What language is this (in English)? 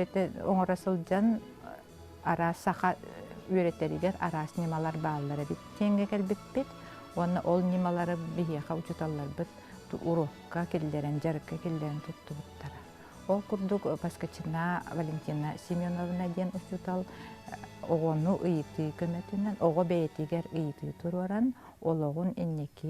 Yakut